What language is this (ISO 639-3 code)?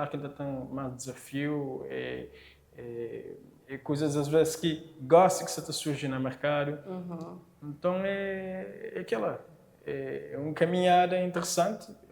kea